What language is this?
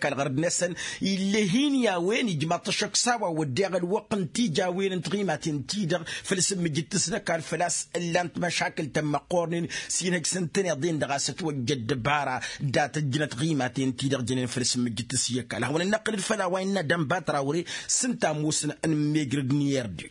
Tamasheq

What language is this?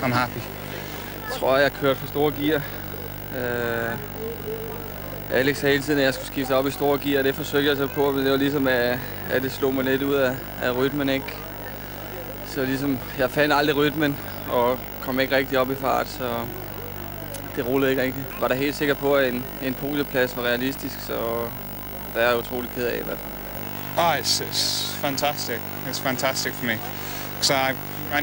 Danish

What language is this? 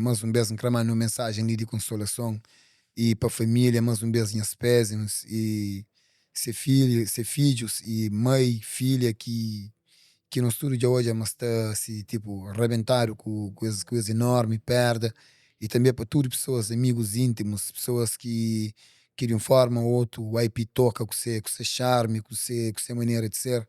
Kabuverdianu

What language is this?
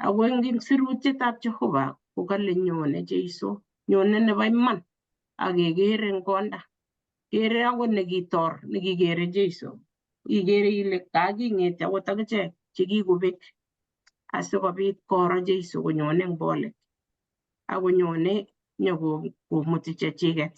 Kalenjin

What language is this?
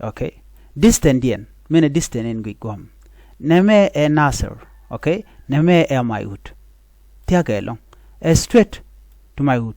Nuer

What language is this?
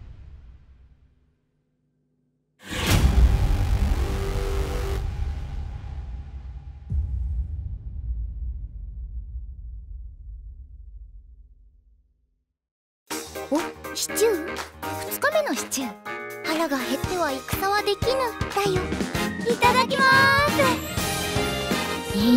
Japanese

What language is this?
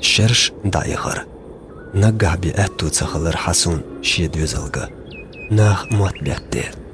Chechen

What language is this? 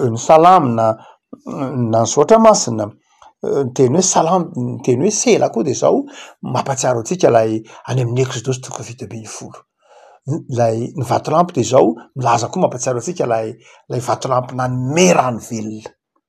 Malagasy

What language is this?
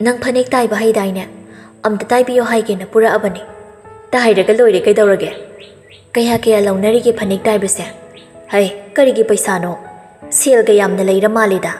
Manipuri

